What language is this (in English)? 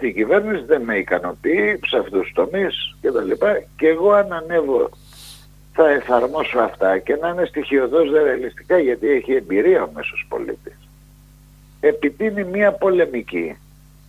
Greek